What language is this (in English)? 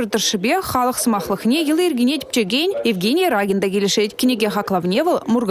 Chuvash